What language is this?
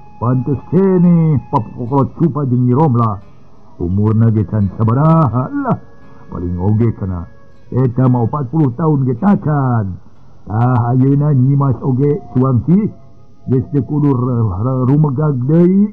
Sundanese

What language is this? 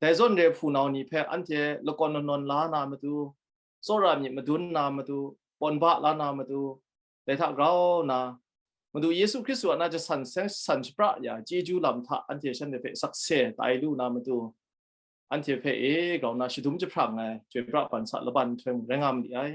Kachin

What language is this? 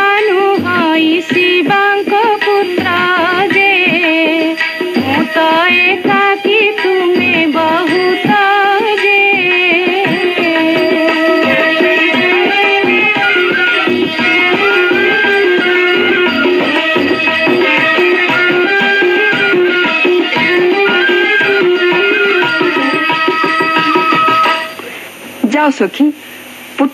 Odia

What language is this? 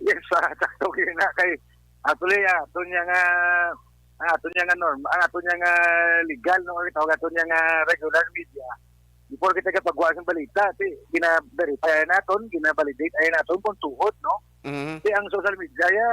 Hiligaynon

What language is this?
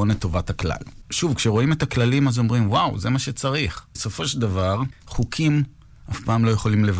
Hebrew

